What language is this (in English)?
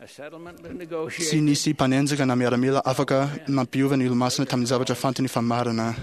Malagasy